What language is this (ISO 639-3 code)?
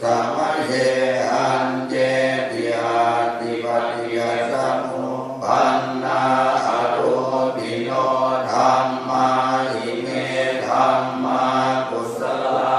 pli